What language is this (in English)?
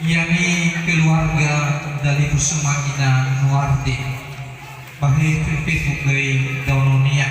Nias